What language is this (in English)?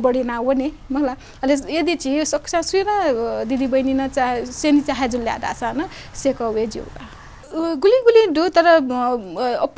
Newari